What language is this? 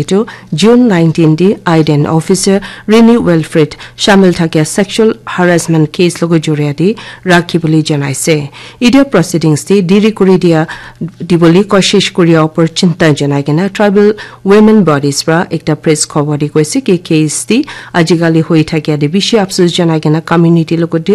Naga Pidgin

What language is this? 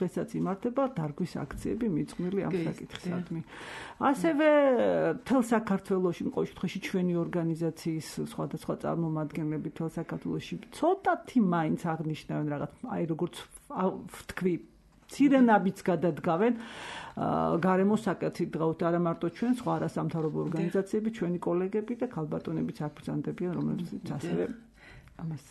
Georgian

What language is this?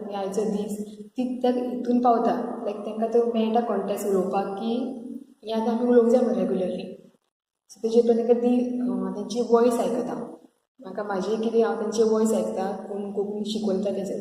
Konkani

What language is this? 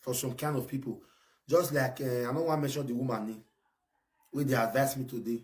Nigerian Pidgin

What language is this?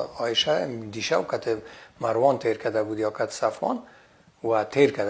Persian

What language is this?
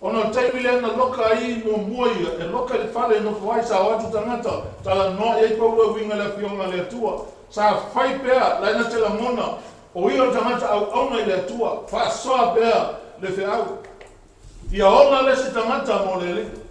Samoan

